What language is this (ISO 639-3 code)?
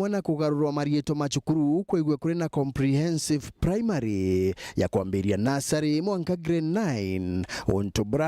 mer